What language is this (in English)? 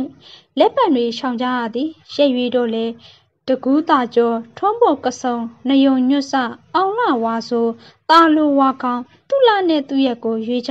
Burmese